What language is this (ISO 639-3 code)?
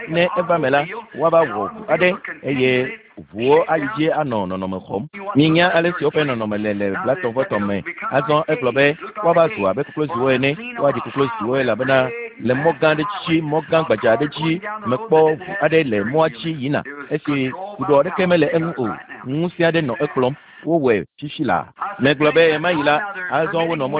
ewe